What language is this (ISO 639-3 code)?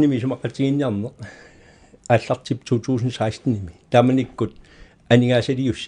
kal